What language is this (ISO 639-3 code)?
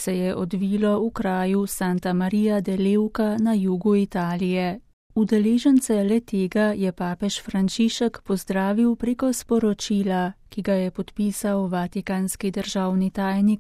slv